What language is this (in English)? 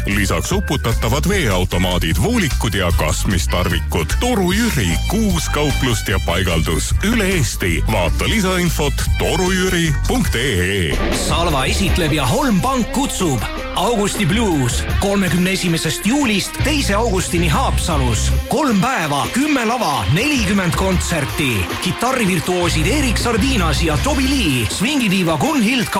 Estonian